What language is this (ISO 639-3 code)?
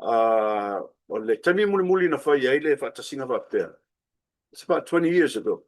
smo